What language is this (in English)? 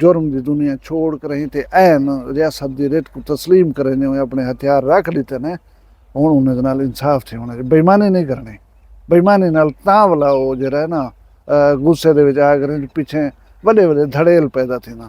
Saraiki